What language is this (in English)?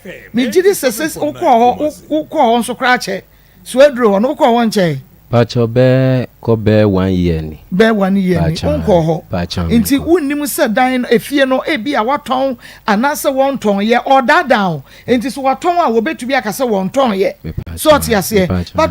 Akan